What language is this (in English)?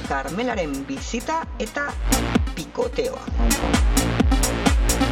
Basque